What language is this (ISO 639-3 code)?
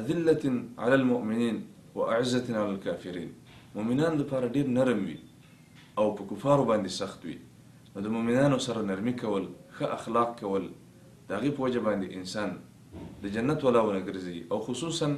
pus